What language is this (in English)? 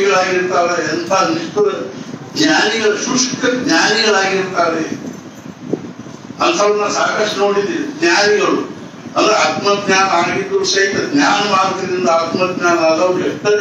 Kannada